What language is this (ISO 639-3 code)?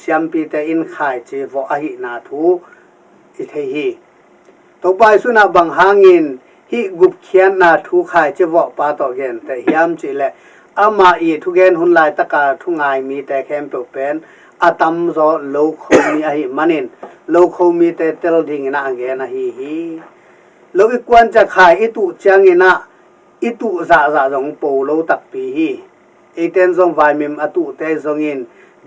ctd